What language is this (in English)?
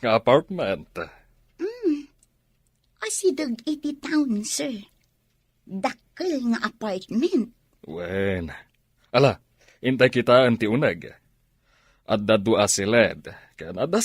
Iloko